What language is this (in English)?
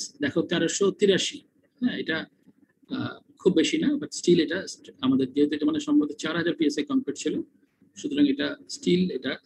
Bangla